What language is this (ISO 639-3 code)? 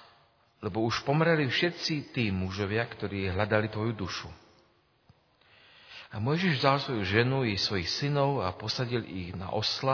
slk